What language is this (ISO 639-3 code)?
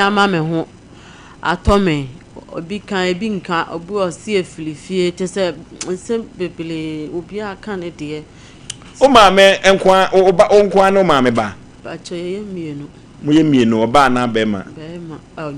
aka